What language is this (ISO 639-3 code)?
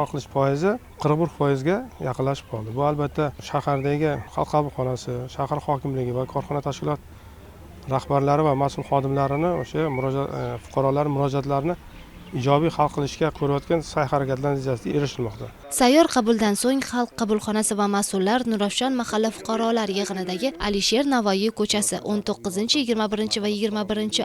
uzb